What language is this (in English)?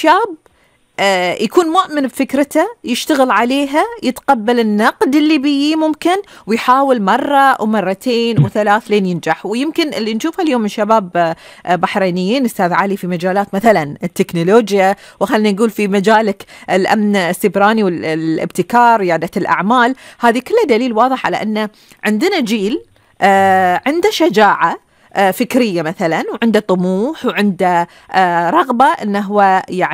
Gulf Arabic